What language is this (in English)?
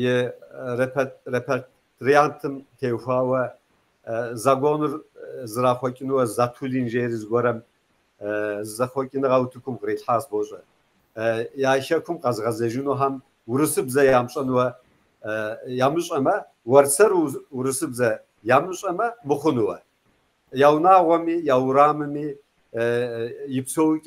Kabardian